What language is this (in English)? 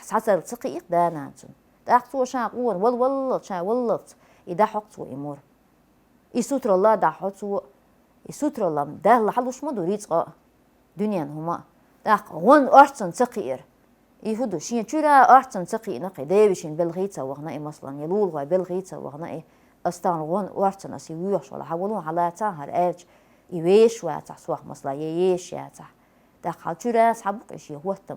Chechen